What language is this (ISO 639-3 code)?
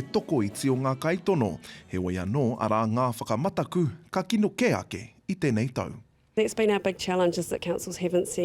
mri